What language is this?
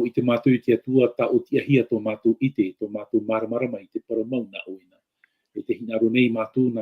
Tahitian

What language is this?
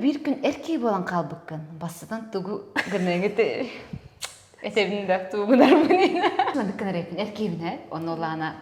Yakut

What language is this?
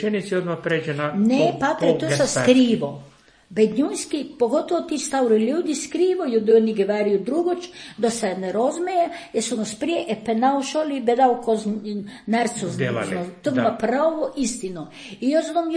Croatian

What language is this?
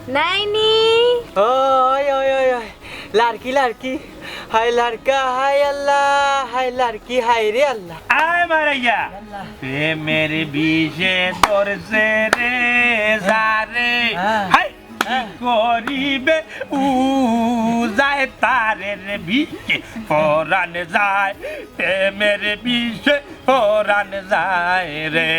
Sylheti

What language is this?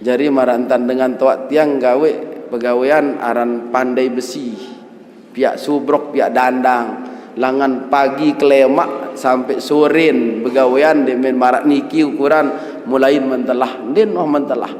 Sasak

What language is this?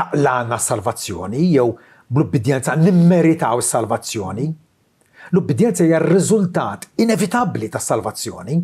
Maltese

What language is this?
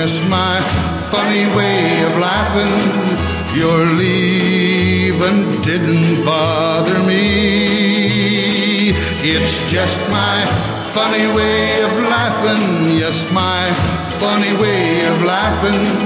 English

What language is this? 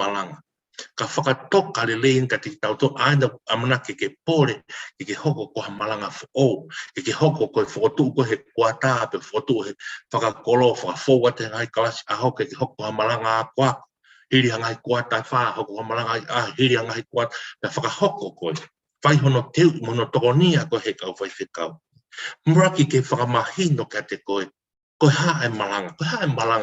Tongan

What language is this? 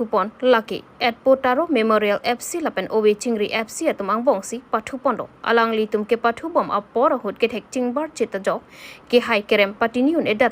Karbi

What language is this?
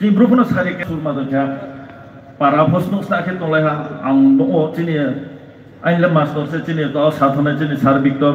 Riang (India)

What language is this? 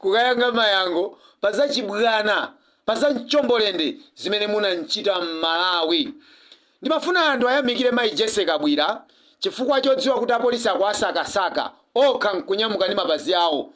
Nyanja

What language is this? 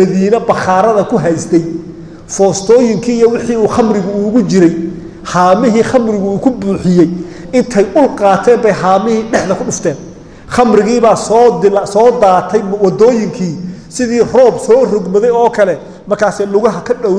Somali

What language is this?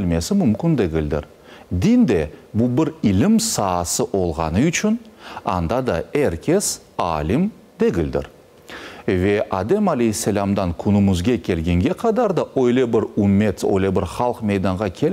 Crimean Tatar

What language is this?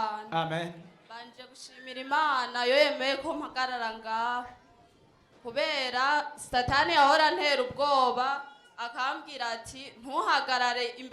Rundi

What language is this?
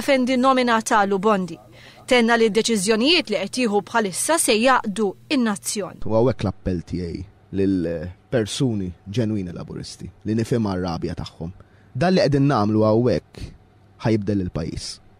Maltese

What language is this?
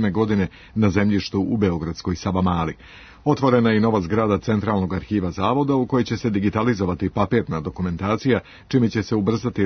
Serbian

